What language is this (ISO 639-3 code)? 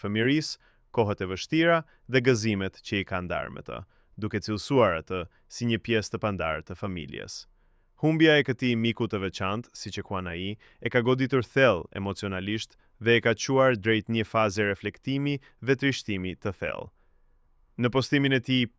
sqi